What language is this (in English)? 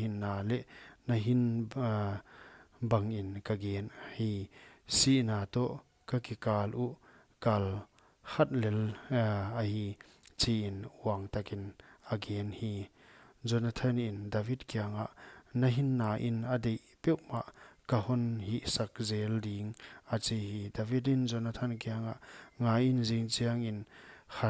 Paite Chin